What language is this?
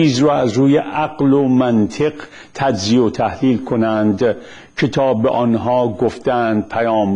Persian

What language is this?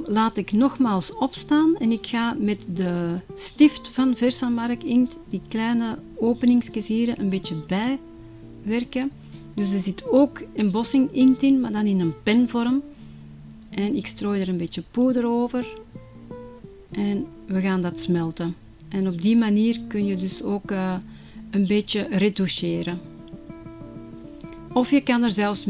Dutch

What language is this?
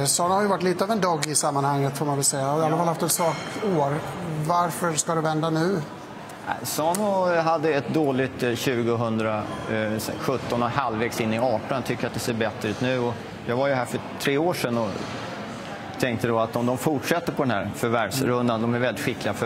Swedish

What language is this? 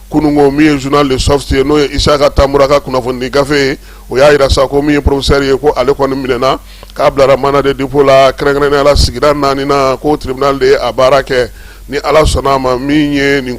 Bambara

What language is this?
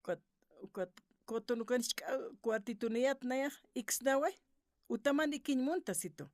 Aymara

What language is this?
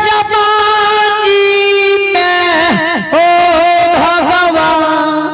Angika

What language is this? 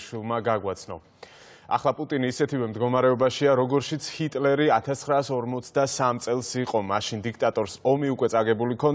Georgian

